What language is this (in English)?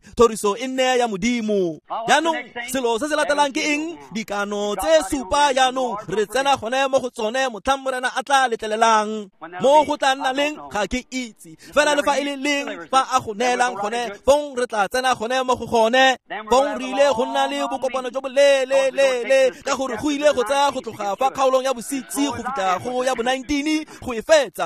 Tswana